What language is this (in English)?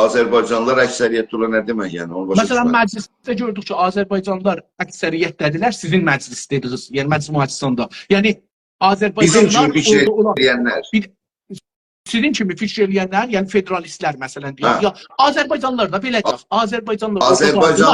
South Azerbaijani